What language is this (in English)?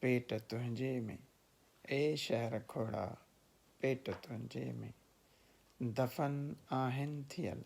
Sindhi